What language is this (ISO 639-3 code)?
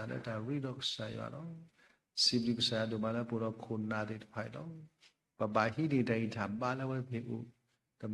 ksw